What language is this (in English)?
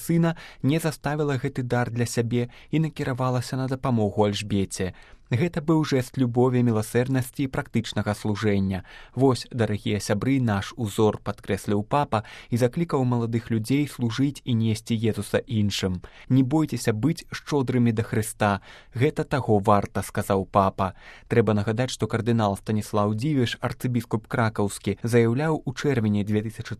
Belarusian